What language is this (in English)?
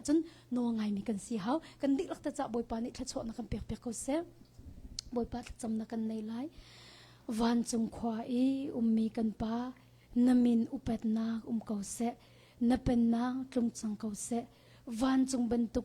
Hakha Chin